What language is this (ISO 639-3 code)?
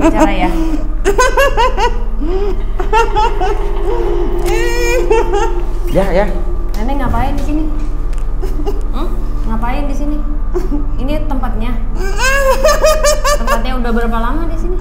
ind